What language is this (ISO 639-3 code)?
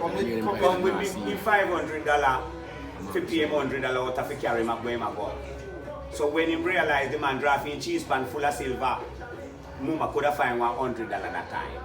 jam